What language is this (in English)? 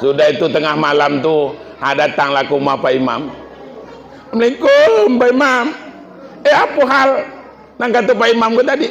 Minangkabau